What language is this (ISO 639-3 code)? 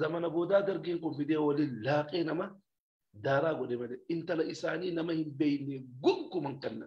orm